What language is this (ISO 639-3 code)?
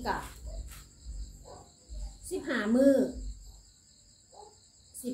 tha